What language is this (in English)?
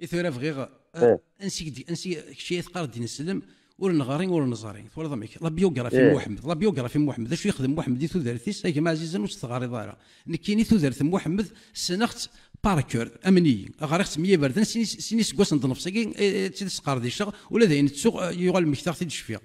Kabyle